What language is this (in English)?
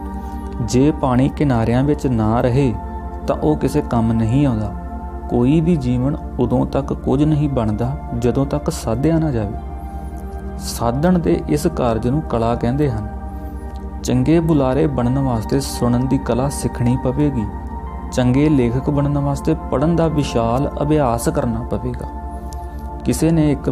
Punjabi